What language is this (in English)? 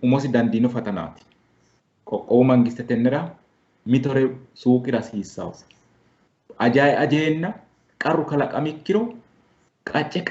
Sidamo